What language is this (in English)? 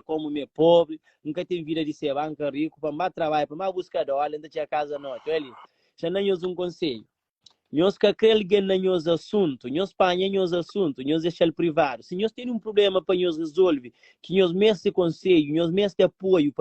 Kabuverdianu